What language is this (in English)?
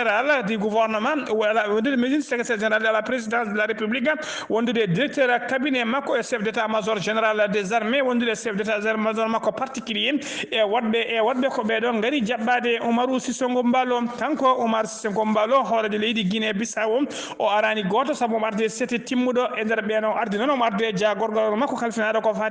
Fula